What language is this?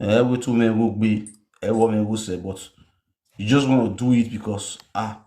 Nigerian Pidgin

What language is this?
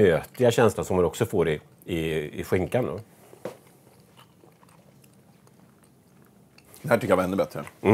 Swedish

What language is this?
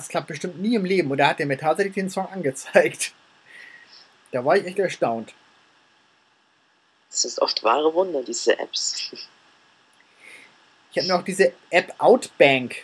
German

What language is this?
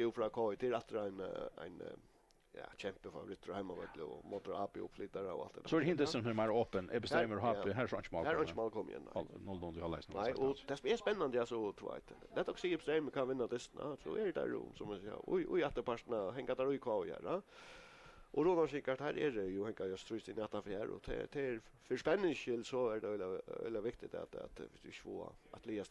Faroese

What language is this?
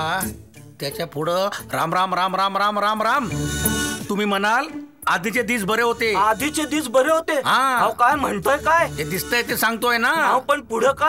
Marathi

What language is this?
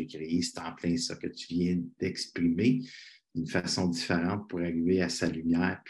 French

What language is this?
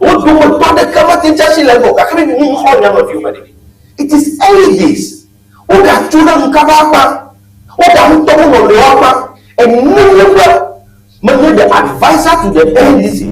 Ewe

